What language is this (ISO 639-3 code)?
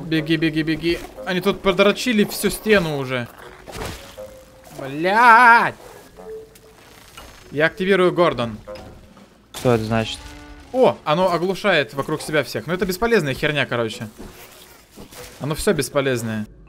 rus